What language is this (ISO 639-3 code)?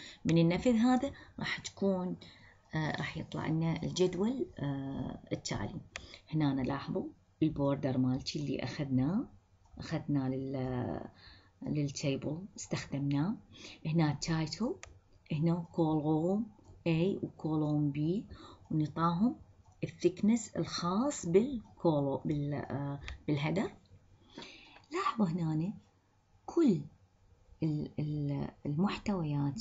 acm